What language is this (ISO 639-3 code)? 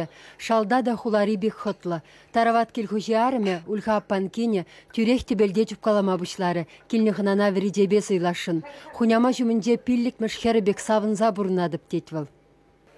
chv